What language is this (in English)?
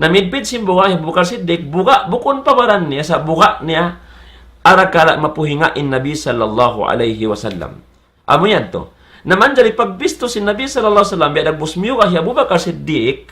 Tausug